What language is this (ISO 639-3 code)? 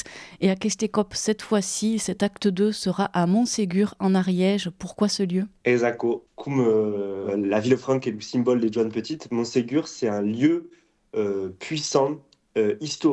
fra